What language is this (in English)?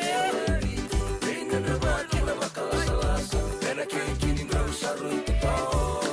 Fijian